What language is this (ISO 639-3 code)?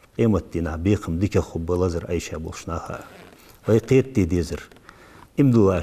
inh